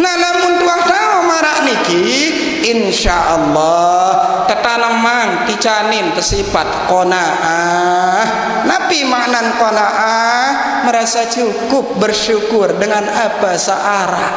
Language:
Sasak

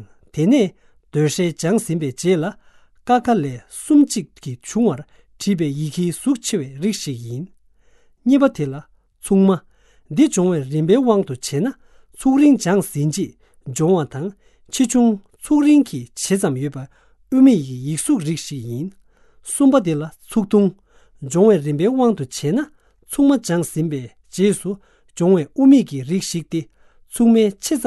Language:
Tibetan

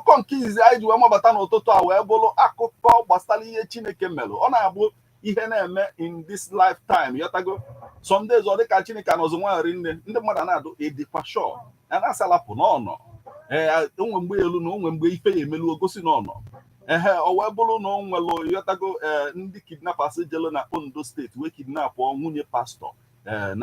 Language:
Igbo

